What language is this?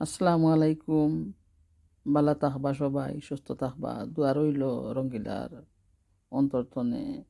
Sylheti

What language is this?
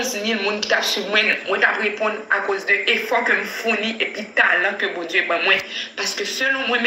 Haitian Creole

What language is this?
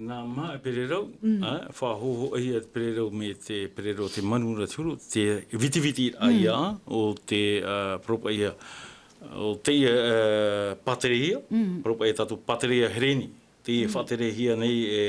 Tahitian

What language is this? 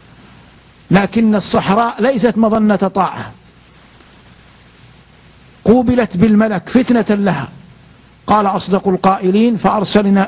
Arabic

